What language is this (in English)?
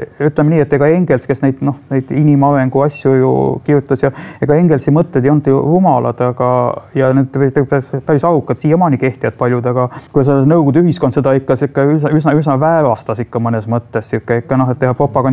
Estonian